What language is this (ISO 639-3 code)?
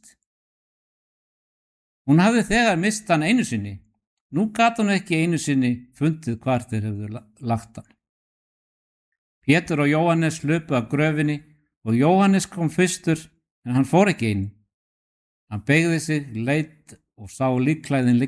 isl